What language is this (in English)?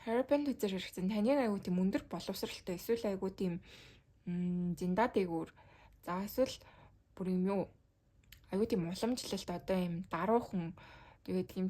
Mongolian